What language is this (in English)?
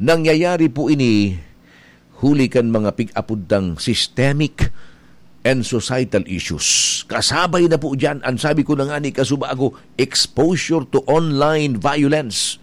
Bikol